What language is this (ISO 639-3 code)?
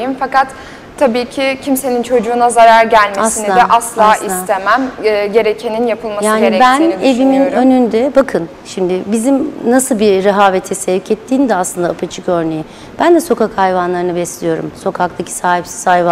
tur